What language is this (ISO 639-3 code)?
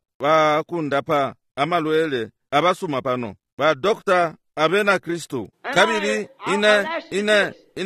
bem